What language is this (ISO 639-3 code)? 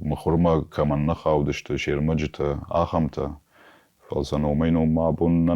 oss